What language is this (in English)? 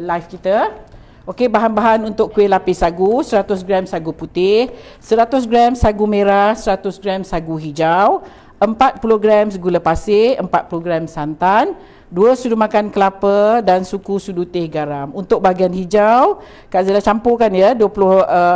Malay